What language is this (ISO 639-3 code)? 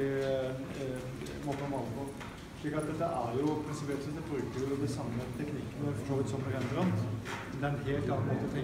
nor